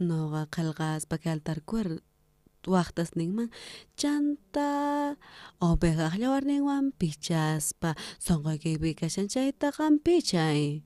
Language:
South Bolivian Quechua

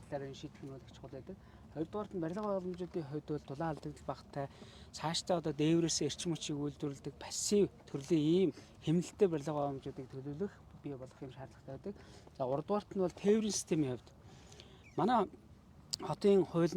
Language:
Mongolian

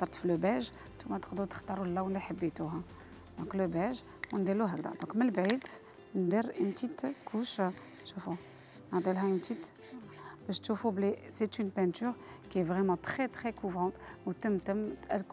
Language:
Algerian Arabic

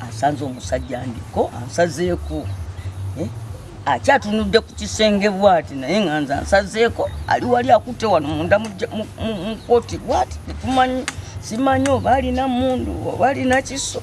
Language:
Ganda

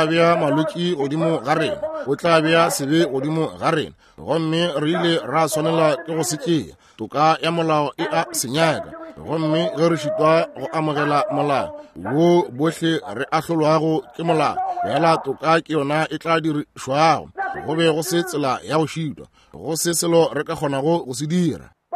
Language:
Northern Sotho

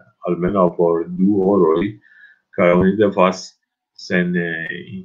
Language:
Esperanto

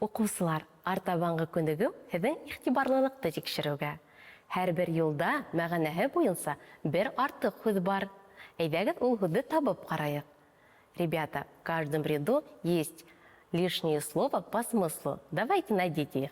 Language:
Bashkir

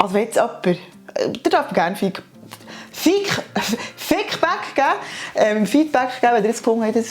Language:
Swiss German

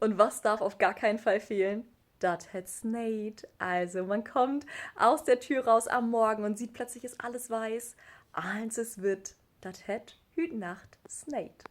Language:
Low German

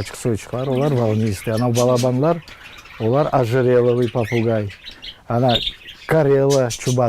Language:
Crimean Tatar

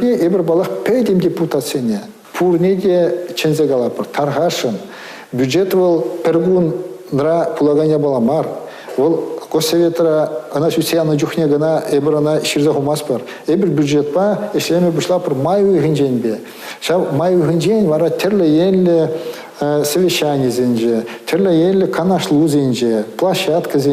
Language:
Chuvash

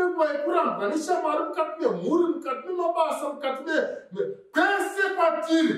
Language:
Shona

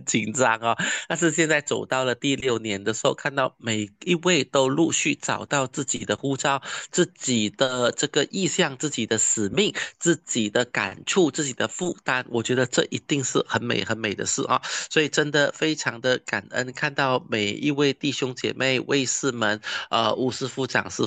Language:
Chinese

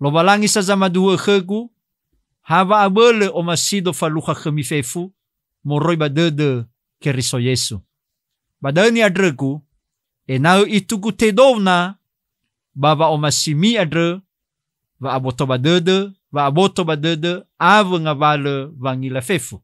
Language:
Nias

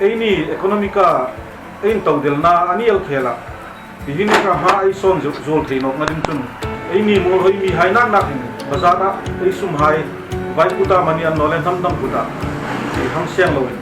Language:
Hmar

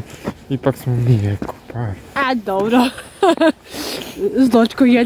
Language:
Croatian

